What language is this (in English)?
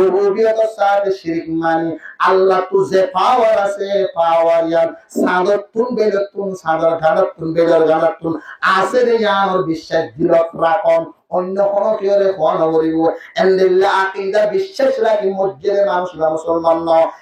Rohingya